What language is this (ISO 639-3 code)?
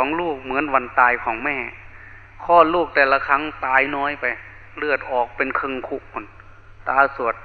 tha